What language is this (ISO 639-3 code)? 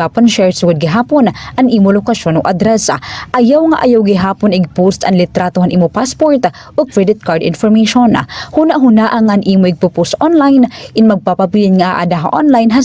war